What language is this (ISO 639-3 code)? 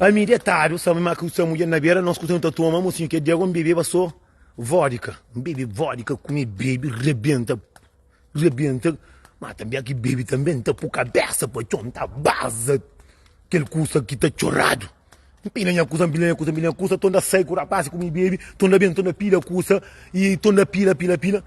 kea